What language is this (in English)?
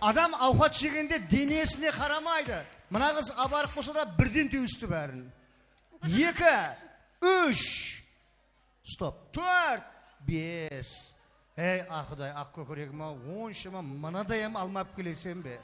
Kara-Kalpak